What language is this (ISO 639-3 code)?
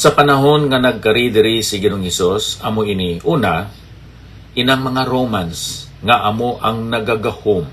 hil